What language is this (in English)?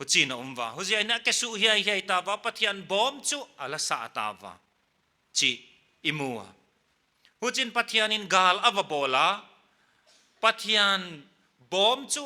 Paite Chin